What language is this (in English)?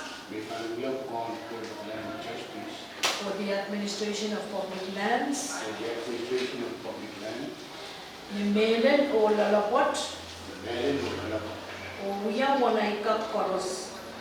Pohnpeian